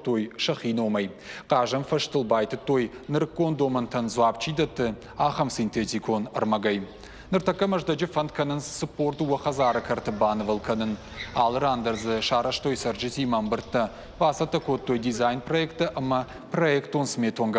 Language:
Ossetic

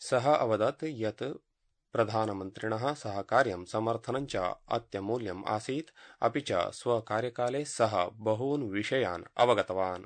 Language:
Sanskrit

